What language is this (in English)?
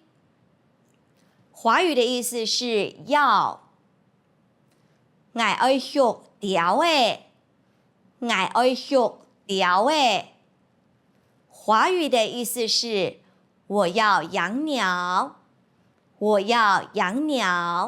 Hakka Chinese